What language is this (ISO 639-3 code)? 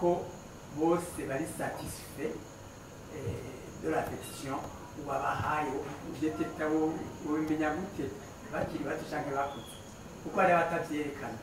run